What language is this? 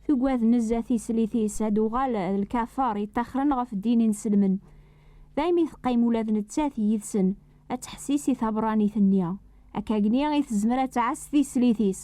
Kabyle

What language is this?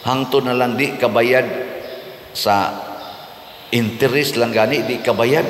Cebuano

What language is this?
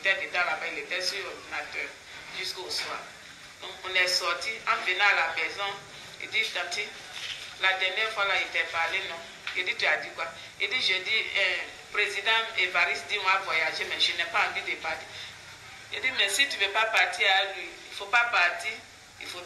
French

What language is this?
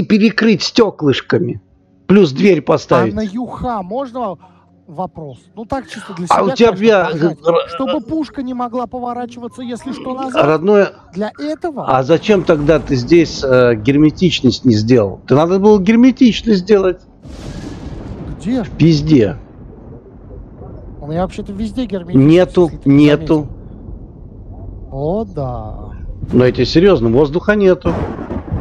Russian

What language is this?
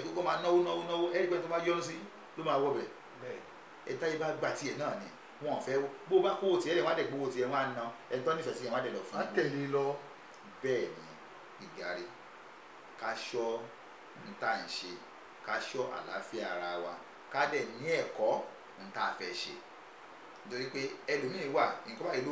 Yoruba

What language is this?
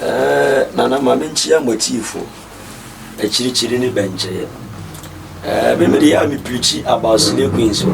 Akan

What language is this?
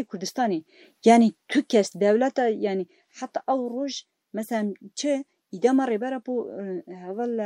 Kurdish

